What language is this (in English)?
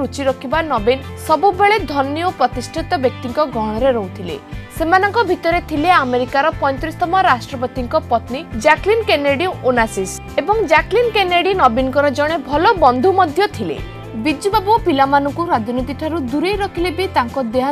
Odia